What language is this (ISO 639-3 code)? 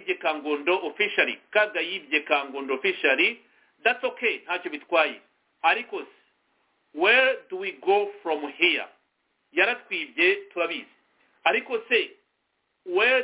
kin